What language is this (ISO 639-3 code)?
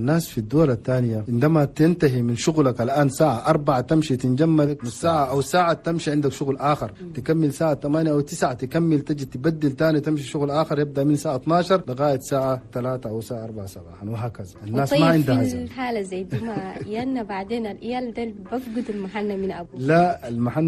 shu